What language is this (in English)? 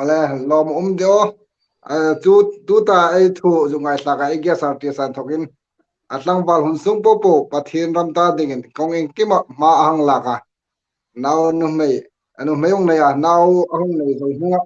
Hmar